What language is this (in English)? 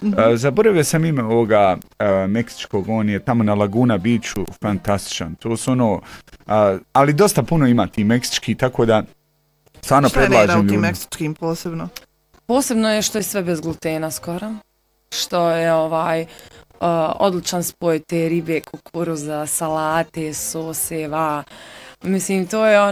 Bosnian